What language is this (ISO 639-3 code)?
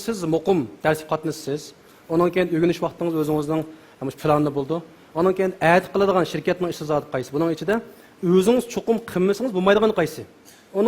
uig